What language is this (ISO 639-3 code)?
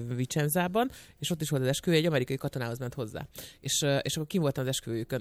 hun